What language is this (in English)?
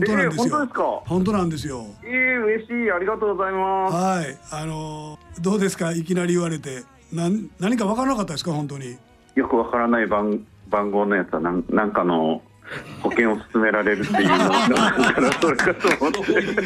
Japanese